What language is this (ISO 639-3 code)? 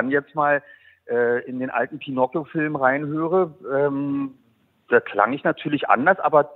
deu